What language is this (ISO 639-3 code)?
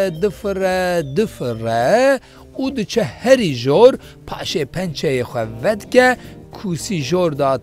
kur